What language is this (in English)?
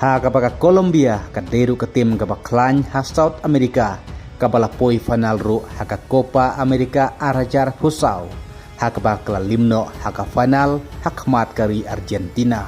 Khasi